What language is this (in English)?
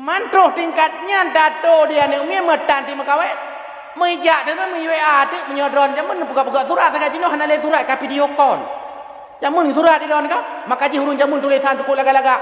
Achinese